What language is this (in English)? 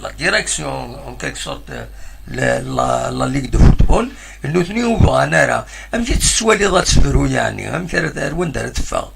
Kabyle